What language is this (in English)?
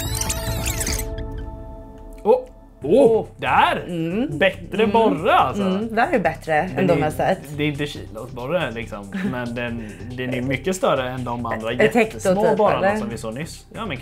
Swedish